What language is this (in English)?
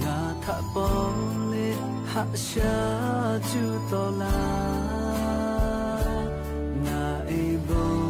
Lahu